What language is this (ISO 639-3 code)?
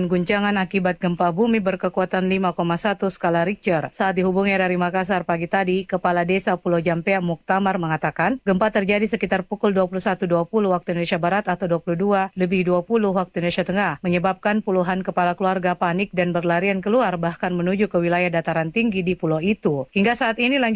ind